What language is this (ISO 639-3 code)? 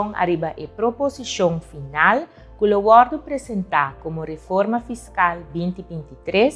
pap